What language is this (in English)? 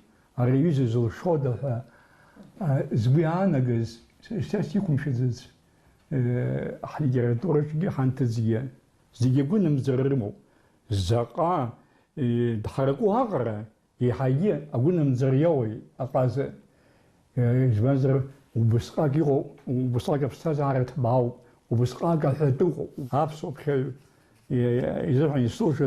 Abkhazian